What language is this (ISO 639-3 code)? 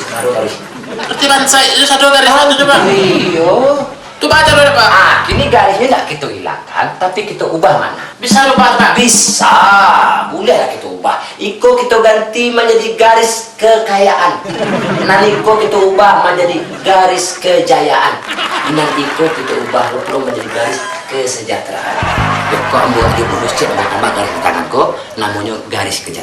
min